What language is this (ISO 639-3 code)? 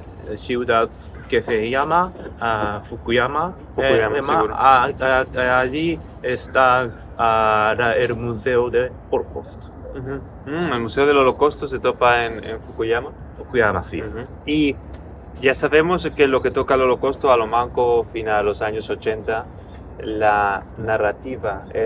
lad